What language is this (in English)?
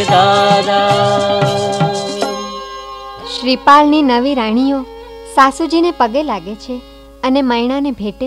Gujarati